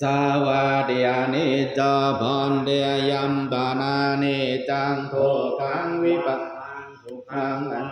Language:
Pali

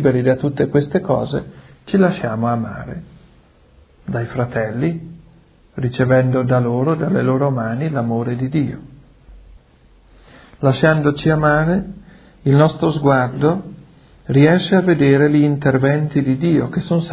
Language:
Italian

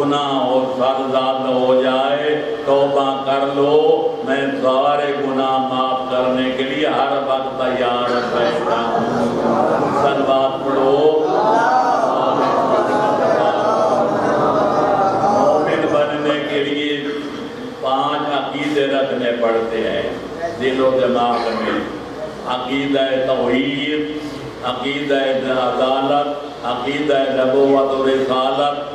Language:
Urdu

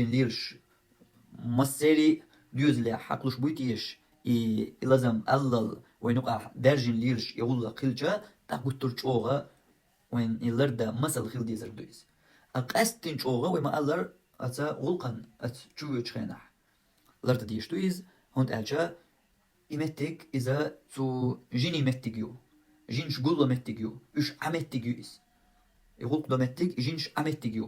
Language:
Chechen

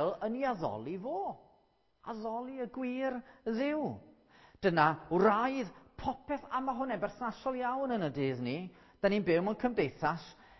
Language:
Welsh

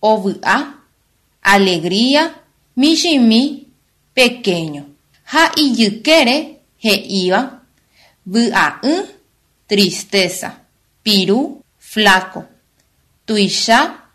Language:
Guarani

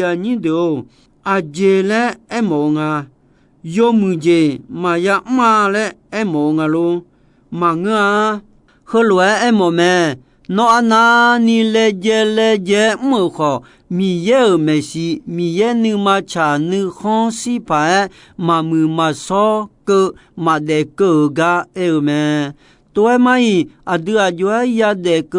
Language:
Akha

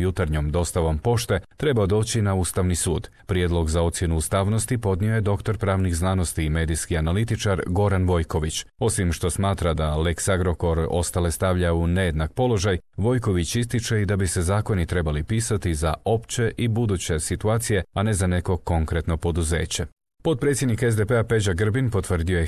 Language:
Croatian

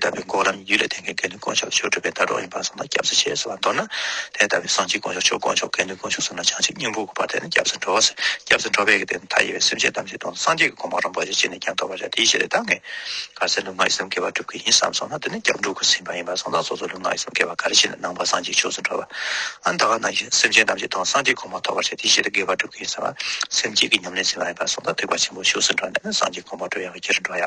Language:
Tibetan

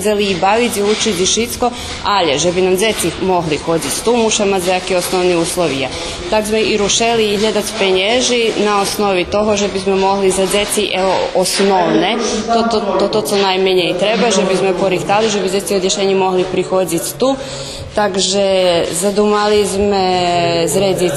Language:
Rusyn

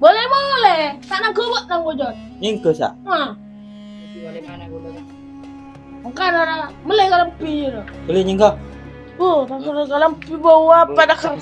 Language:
Madurese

